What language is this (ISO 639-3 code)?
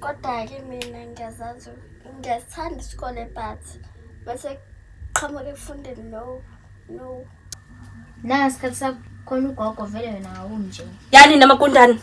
zul